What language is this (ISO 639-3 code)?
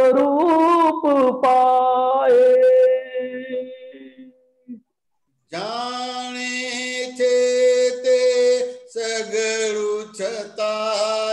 guj